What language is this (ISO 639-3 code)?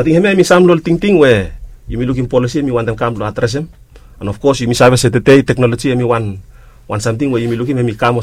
bis